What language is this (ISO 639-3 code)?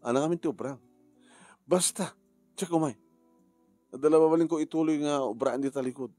ilo